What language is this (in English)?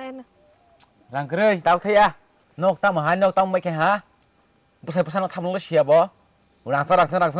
Kok Borok